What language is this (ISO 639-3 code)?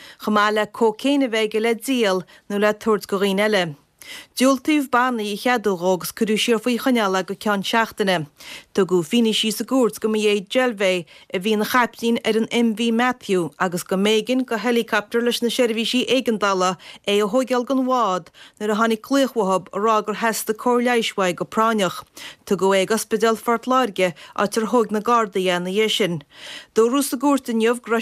gle